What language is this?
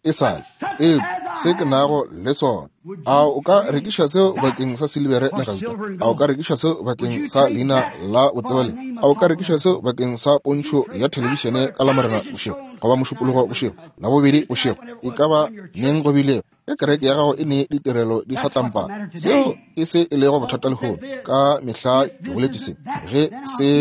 Northern Sotho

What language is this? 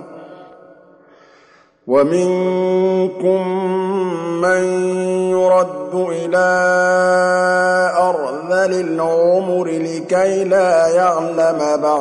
Arabic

